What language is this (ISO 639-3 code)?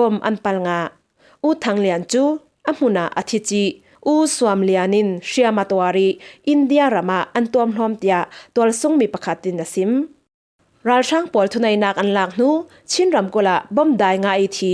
cfm